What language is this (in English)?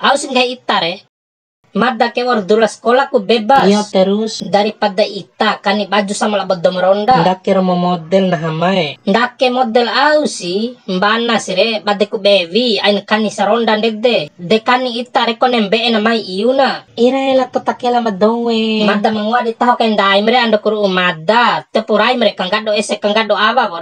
Bima